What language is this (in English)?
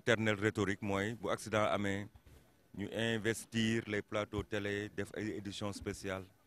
Wolof